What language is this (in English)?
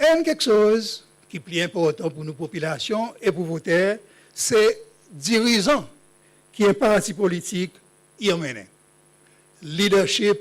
Seselwa Creole French